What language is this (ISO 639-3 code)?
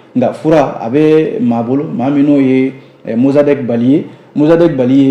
bam